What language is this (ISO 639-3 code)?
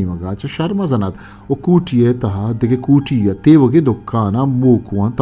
bgp